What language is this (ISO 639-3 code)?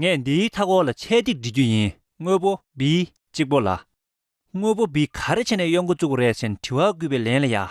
bod